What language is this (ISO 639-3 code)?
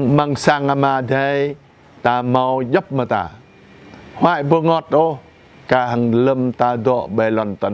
jra